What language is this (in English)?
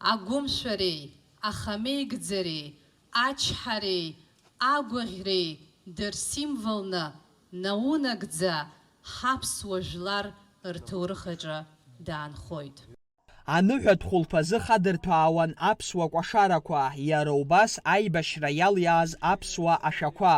Abkhazian